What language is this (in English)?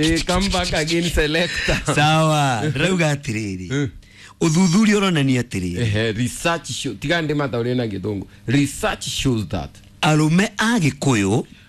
Kikuyu